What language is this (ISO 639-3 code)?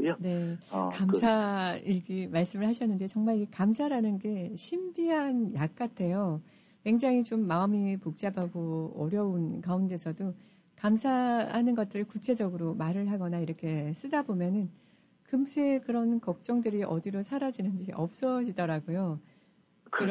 kor